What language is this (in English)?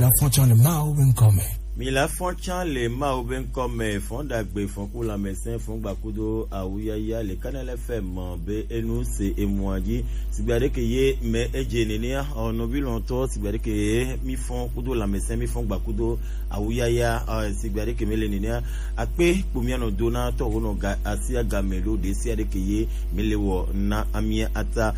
Gen